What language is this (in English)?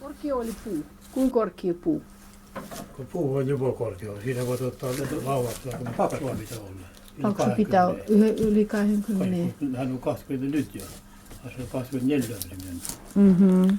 Karelian